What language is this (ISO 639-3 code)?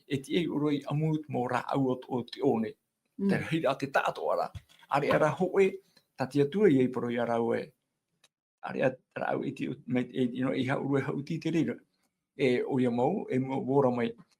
tah